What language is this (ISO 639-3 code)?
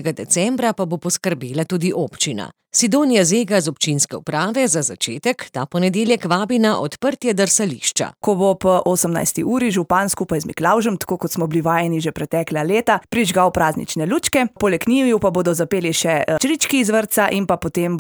slv